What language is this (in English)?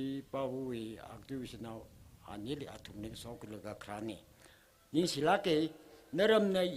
Tangkhul Naga (India)